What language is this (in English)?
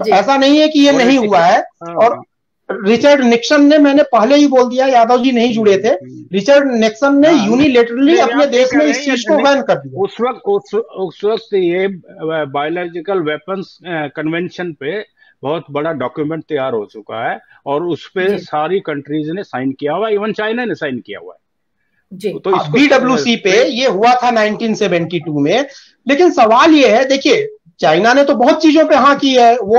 Hindi